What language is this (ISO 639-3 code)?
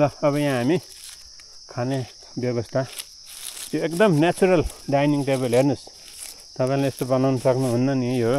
nep